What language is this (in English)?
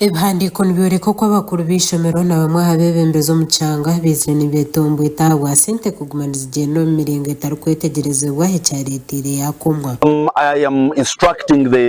Nyankole